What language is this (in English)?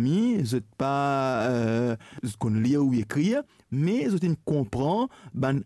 Morisyen